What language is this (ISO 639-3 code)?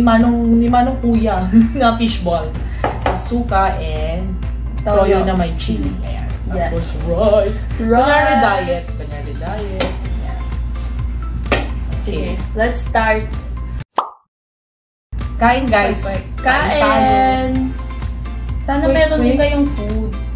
fil